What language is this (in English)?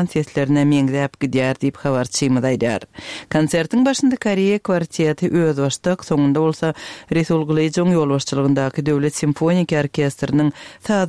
Turkmen